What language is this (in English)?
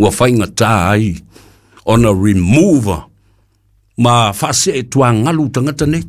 Samoan